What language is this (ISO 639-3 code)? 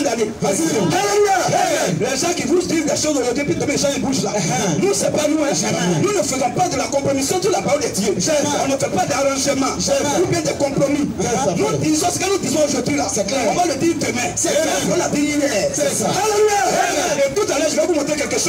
fra